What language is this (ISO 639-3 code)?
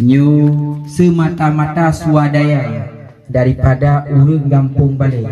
ace